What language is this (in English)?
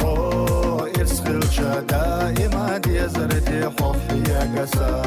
Chechen